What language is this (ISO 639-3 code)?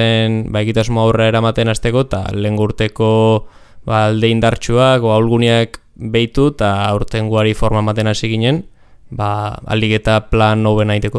eus